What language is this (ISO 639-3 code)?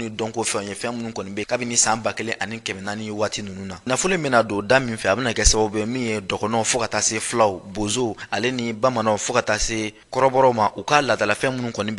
bam